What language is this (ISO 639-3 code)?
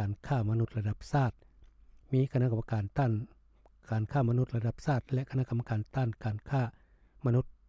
lao